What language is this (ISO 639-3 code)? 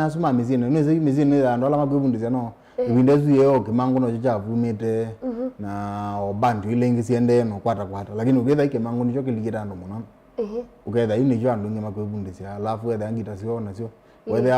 kam